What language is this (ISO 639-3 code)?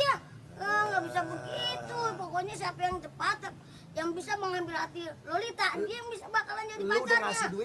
bew